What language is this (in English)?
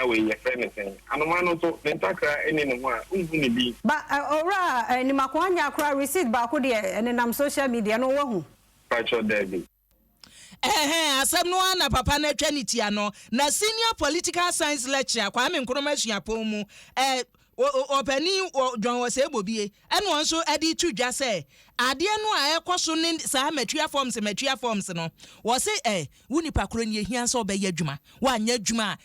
Akan